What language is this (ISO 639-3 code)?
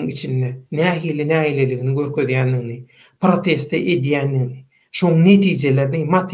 tuk